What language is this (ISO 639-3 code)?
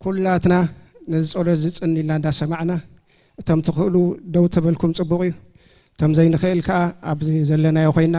tir